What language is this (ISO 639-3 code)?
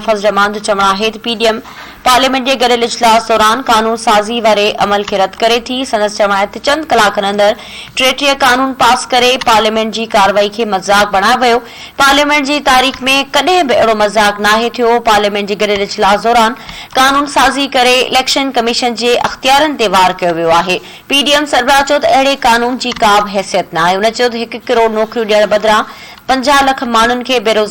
snd